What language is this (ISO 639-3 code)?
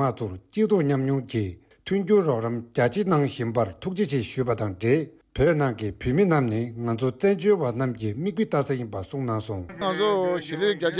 bod